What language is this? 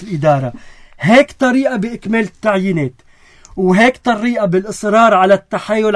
North Levantine Arabic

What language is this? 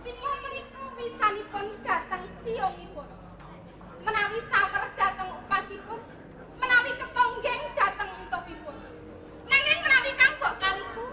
Javanese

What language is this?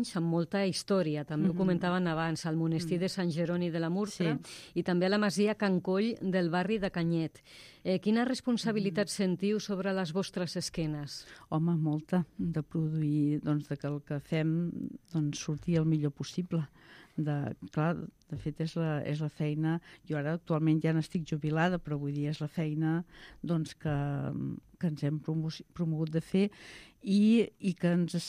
Catalan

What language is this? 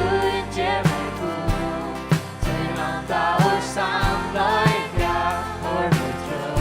Faroese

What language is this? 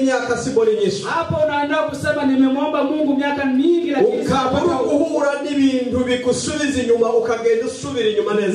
Swahili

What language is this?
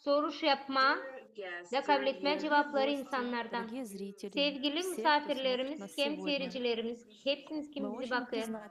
Gagauz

